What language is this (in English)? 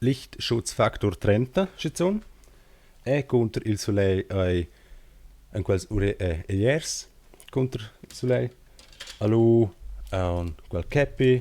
Romansh